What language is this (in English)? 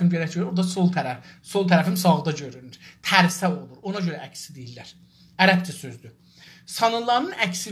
South Azerbaijani